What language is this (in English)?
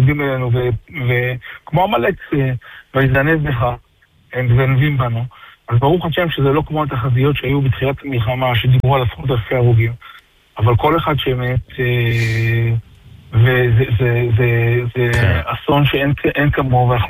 Hebrew